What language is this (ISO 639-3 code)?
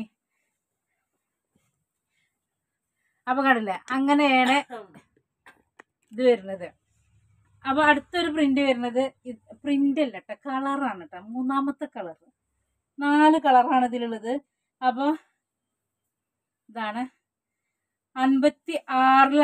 mal